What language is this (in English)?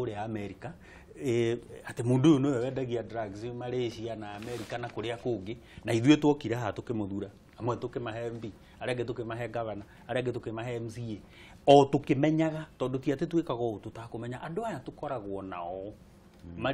Kikuyu